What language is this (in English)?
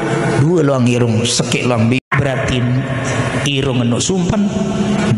Sasak